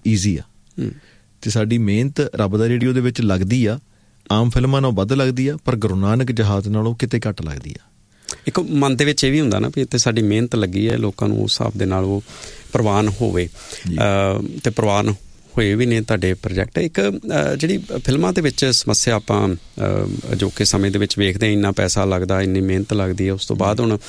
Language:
Punjabi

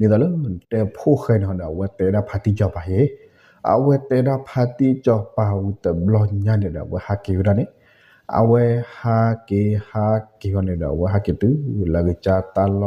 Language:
S'gaw Karen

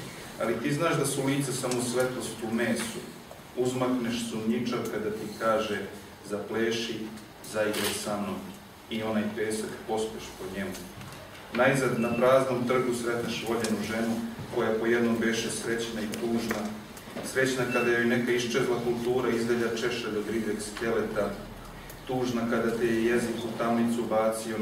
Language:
Serbian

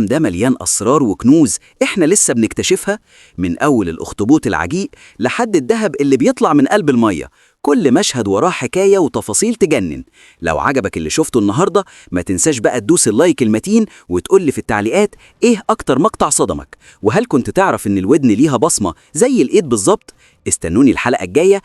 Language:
Egyptian Arabic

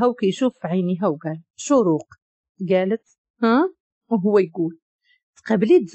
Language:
Moroccan Arabic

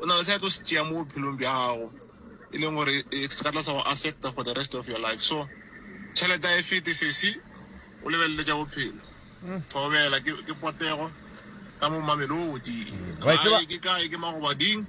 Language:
Northern Sotho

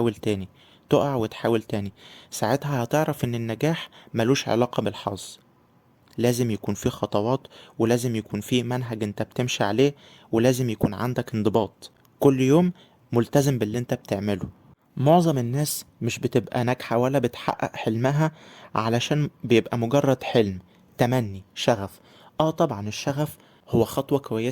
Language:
Egyptian Arabic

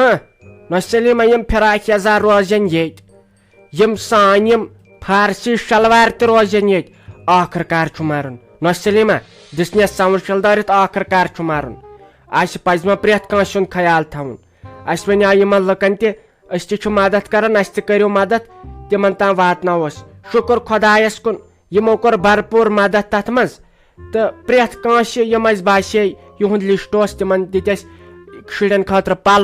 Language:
Kashmiri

